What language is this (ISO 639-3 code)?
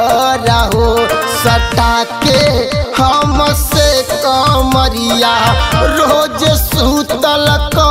bho